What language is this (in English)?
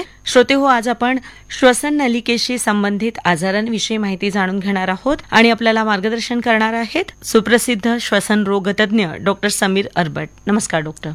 Marathi